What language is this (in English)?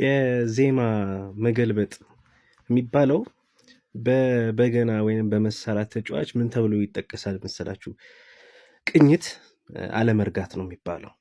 Amharic